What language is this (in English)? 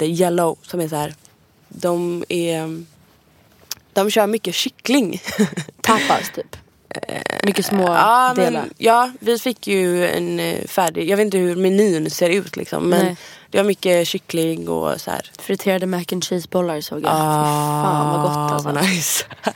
Swedish